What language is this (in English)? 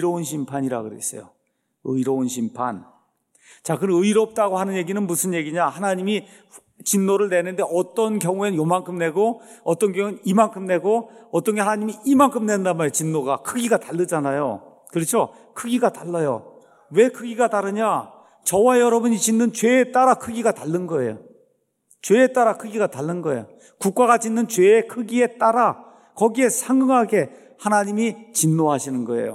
Korean